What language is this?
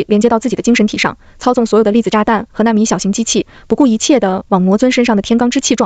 Chinese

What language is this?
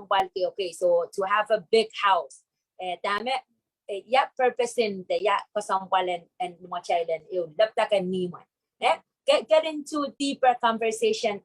Pohnpeian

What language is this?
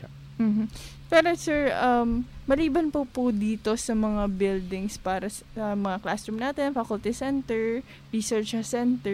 Filipino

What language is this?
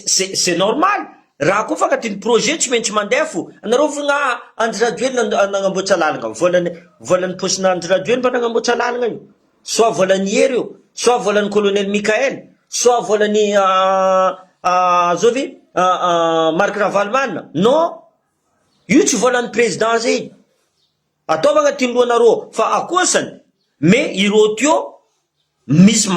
Malagasy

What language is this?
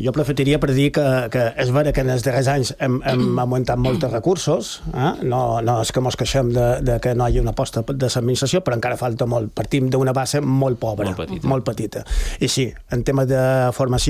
Catalan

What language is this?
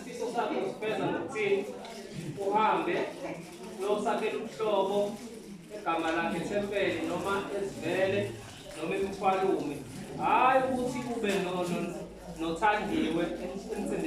Zulu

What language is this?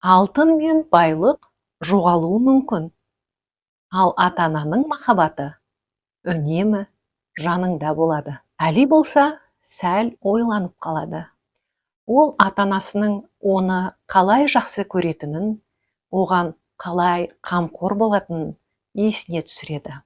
Kazakh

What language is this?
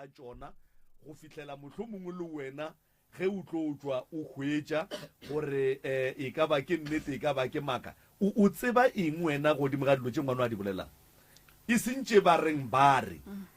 Northern Sotho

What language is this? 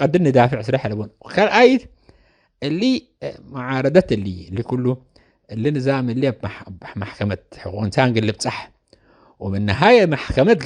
Tigre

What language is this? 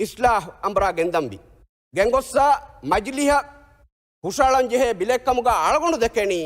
Divehi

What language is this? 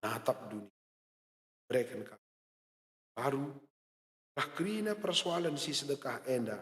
Batak Karo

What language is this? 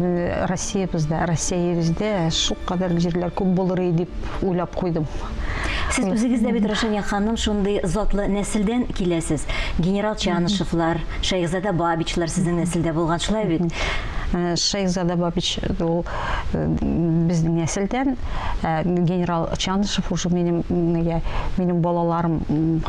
Tatar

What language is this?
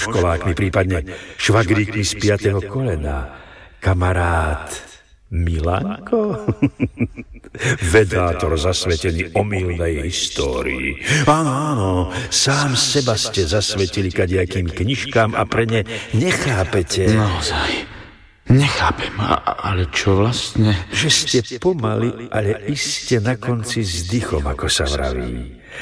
Slovak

